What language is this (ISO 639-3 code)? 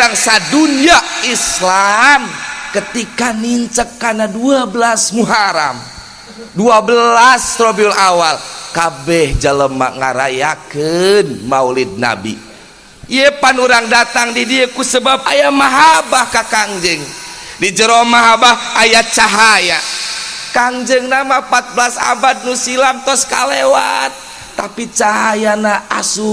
sun